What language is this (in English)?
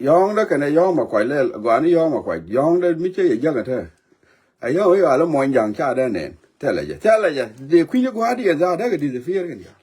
Nuer